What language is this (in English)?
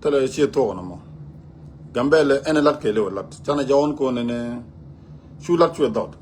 Nuer